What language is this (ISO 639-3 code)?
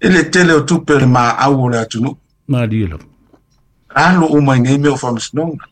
smo